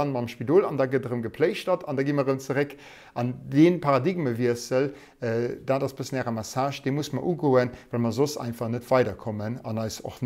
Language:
Luxembourgish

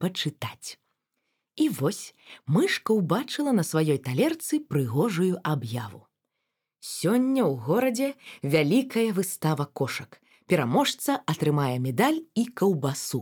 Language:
Belarusian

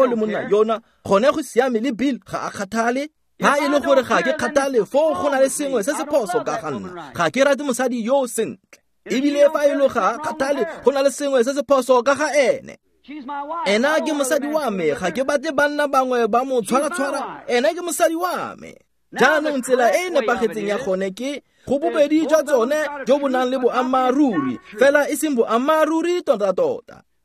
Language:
Tswana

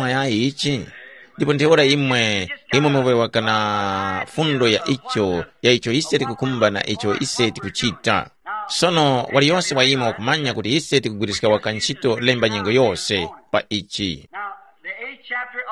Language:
Tumbuka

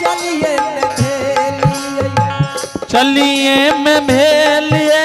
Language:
Angika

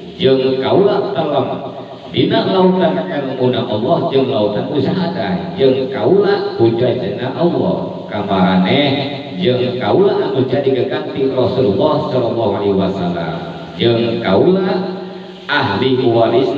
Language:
Sundanese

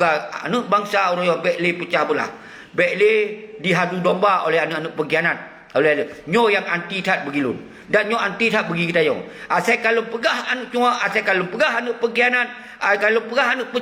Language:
Achinese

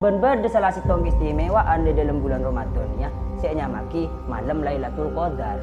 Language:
Madurese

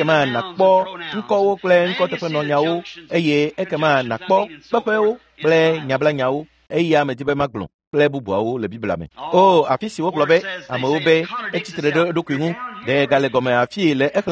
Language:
Ewe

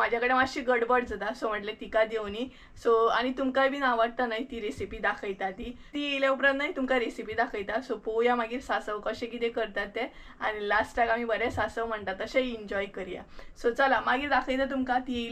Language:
Konkani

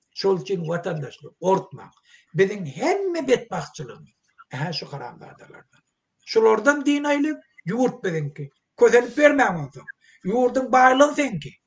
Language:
Turkmen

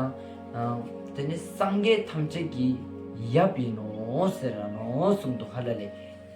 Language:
Ladakhi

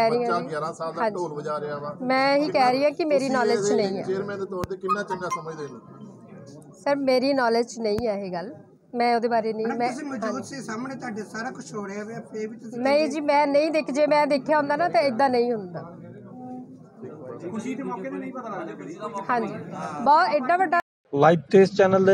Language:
Punjabi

